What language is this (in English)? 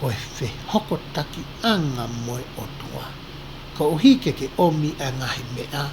Tongan